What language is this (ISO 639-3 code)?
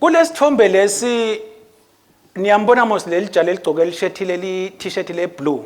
ssw